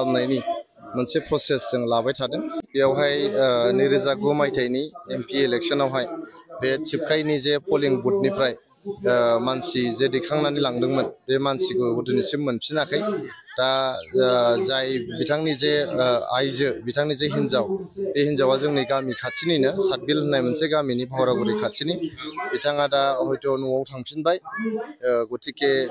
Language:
Bodo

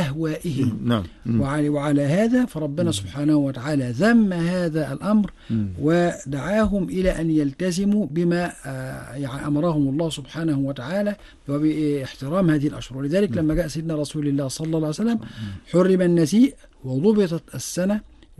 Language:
Arabic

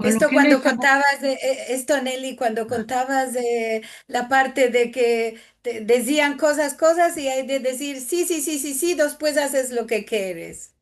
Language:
Ladino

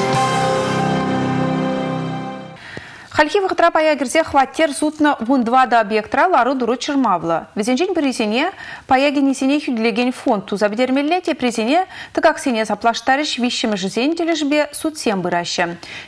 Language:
Chuvash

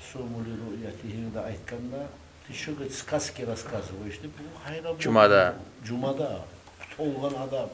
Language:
Kumyk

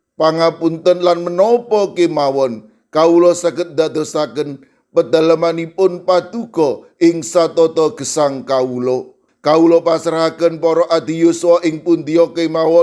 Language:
Javanese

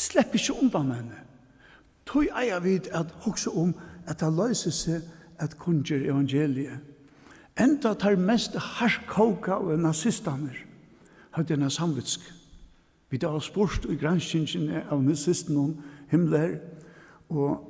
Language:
Faroese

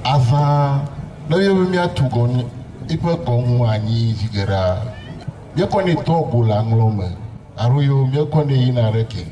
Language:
Ewe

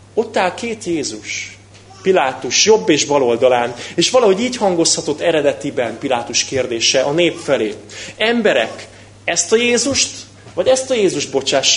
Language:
Hungarian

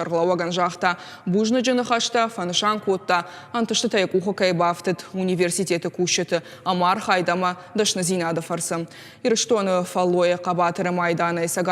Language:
Ossetic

